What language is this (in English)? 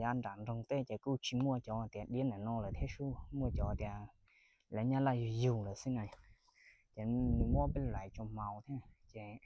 Hmong